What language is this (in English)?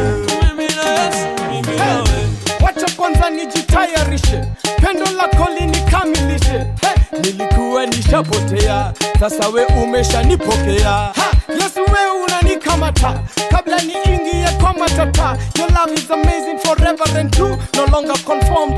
Swahili